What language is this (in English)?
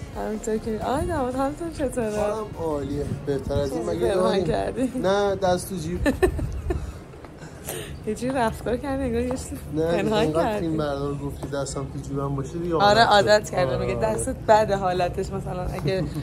Persian